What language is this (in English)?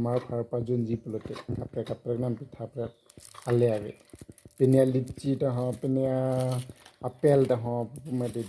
Karbi